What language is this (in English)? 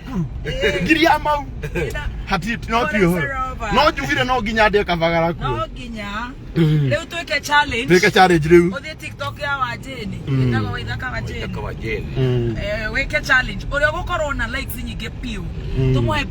Kikuyu